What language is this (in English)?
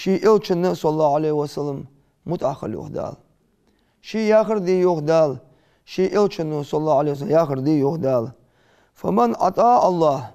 Ingush